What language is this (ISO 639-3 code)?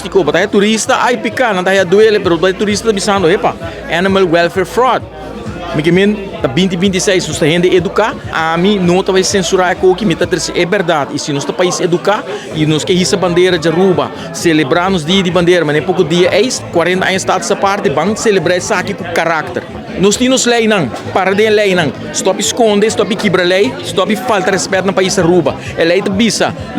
pap